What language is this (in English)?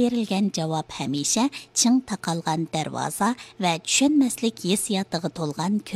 Uyghur